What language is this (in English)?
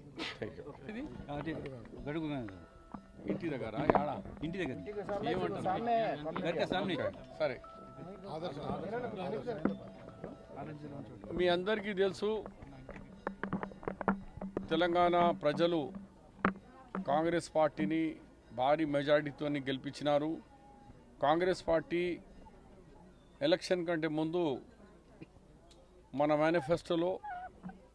Telugu